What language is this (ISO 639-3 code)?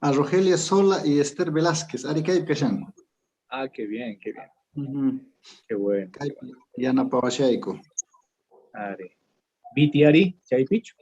que